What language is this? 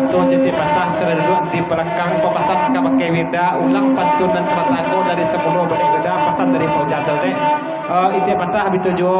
Minangkabau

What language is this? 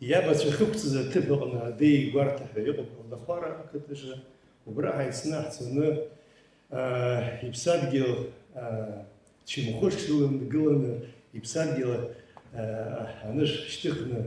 Abkhazian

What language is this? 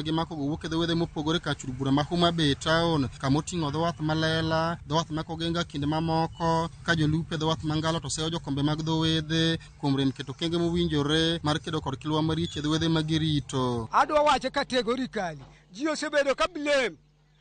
Luo (Kenya and Tanzania)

